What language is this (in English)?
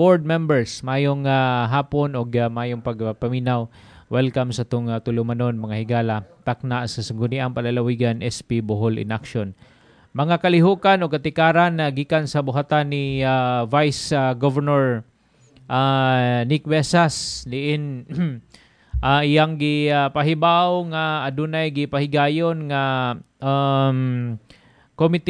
Cebuano